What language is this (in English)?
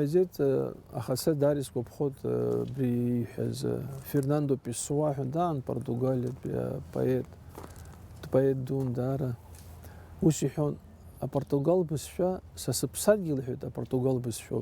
Abkhazian